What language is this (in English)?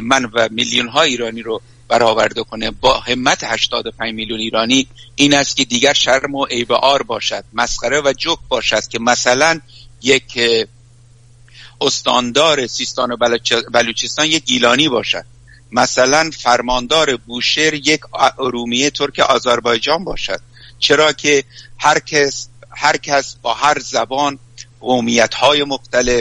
Persian